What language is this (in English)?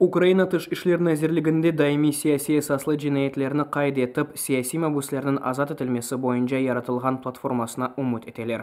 Crimean Tatar